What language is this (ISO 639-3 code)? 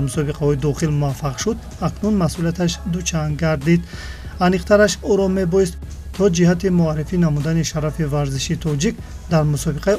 tgk